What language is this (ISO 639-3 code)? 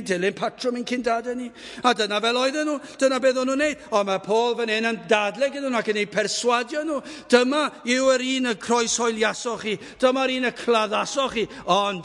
cym